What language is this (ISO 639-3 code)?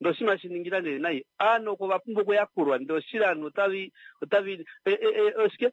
kua